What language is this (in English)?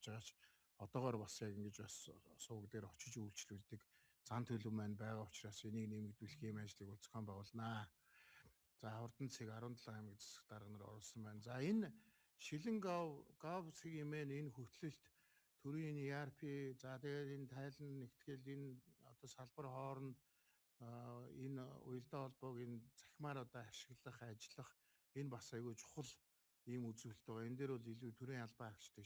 Mongolian